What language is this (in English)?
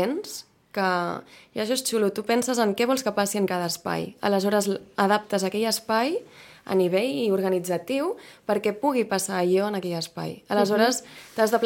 Catalan